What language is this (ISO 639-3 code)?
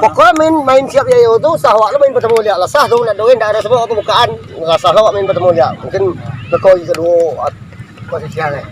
min